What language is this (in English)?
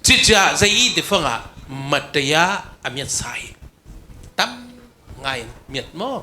Falam Chin